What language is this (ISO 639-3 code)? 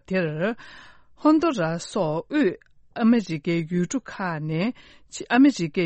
bod